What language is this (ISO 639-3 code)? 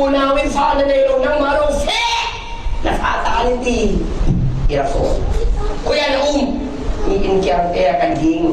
cfm